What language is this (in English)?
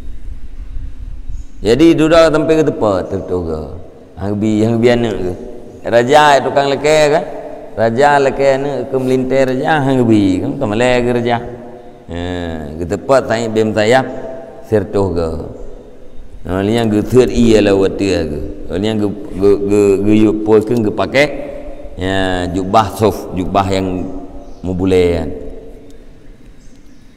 Malay